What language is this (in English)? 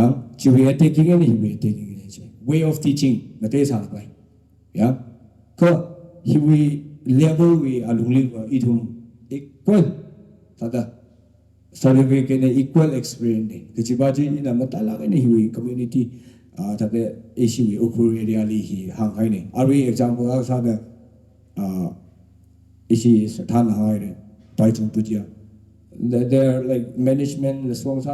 Tangkhul Naga (India)